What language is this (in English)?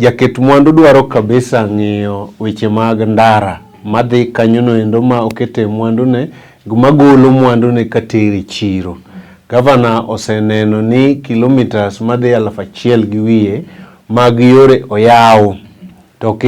Luo (Kenya and Tanzania)